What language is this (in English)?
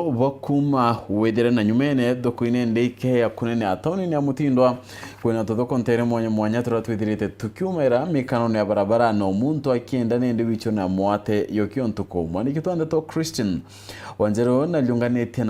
Meru